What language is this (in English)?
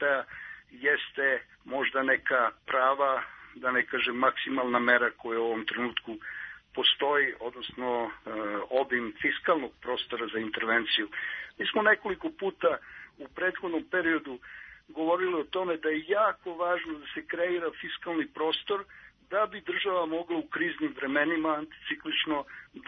Serbian